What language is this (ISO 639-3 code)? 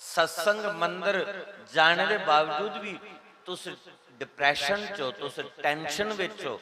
doi